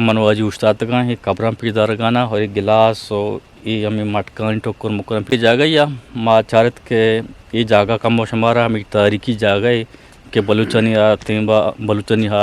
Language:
Eastern Balochi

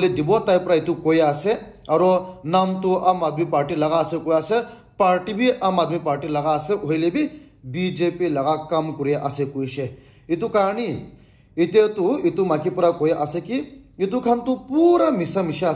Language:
Naga Pidgin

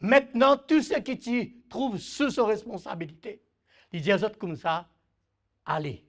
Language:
Morisyen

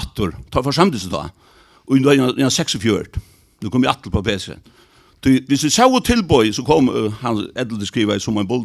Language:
Faroese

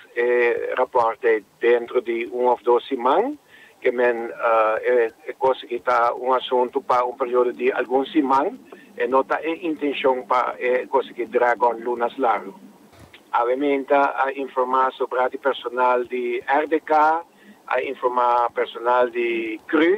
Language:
Papiamento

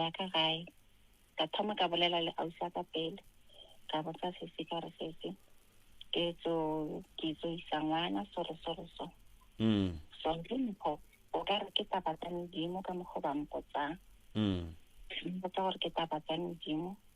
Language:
Northern Sotho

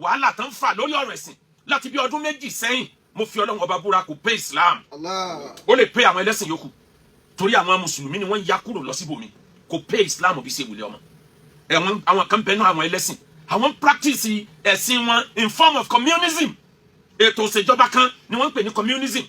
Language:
Yoruba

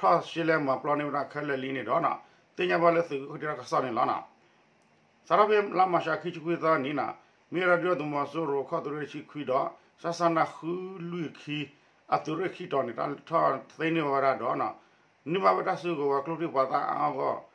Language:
S'gaw Karen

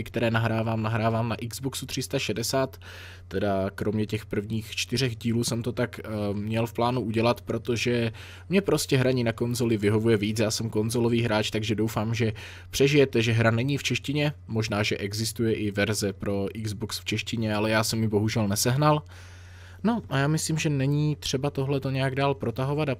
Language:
Czech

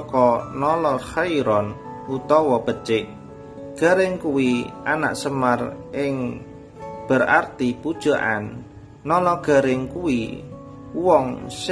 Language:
Javanese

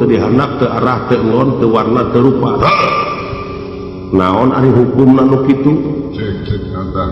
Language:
Sundanese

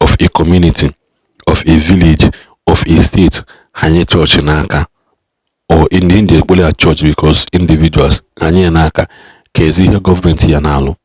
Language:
Igbo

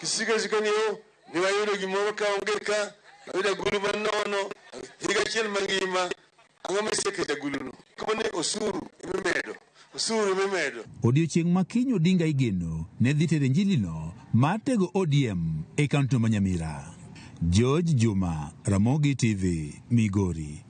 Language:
Luo (Kenya and Tanzania)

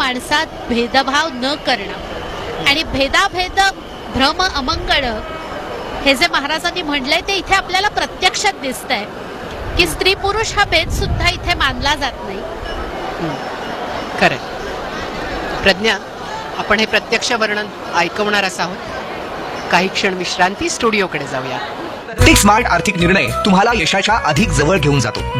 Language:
Marathi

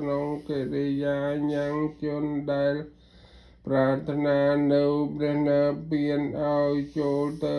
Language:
Khmer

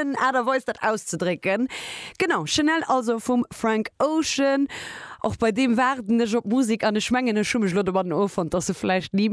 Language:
Luxembourgish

